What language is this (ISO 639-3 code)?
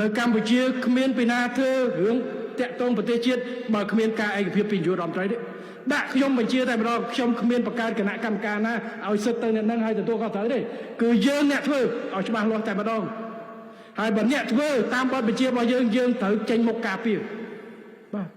khm